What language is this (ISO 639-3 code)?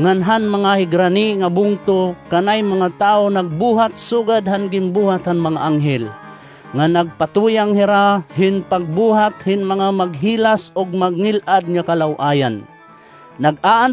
war